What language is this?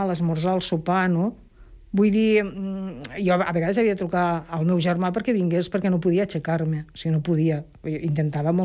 Catalan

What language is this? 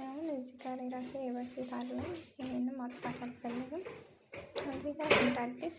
Amharic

